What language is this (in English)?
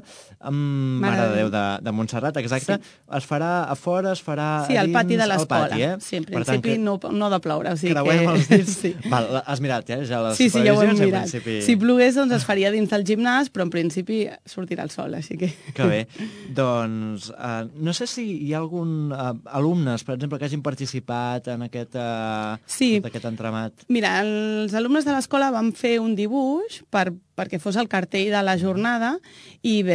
Catalan